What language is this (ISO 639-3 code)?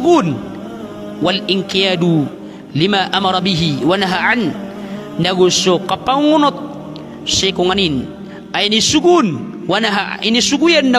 mrw